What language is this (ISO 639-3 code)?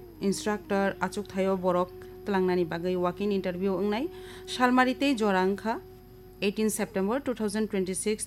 trp